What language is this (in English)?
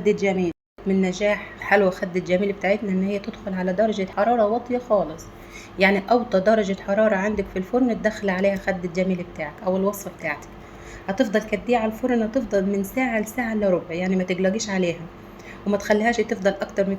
Egyptian Arabic